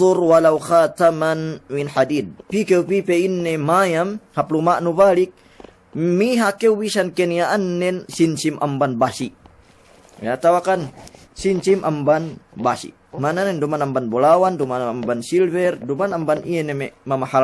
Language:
Yakan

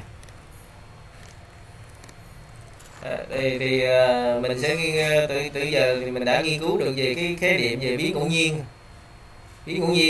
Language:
Vietnamese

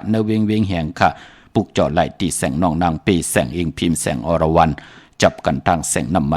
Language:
Shan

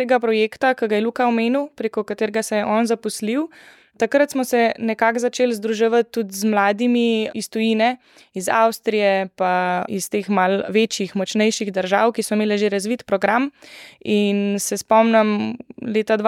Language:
Slovenian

